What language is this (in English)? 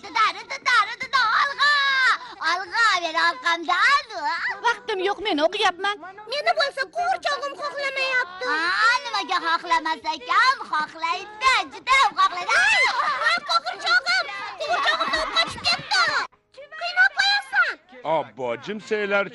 Uzbek